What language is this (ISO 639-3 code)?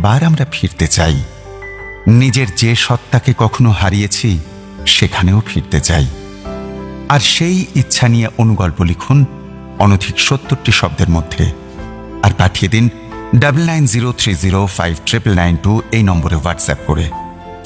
ben